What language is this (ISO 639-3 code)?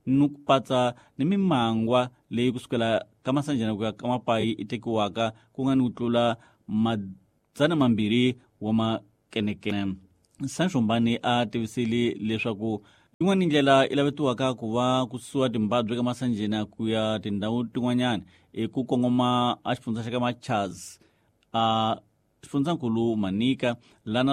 tso